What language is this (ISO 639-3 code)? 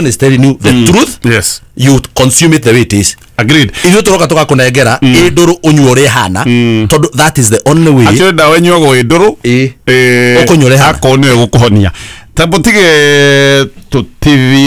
kik